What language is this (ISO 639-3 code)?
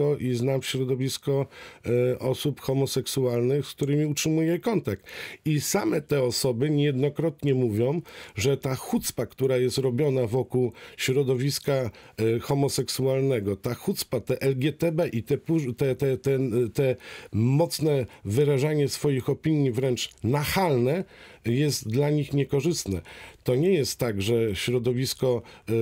pol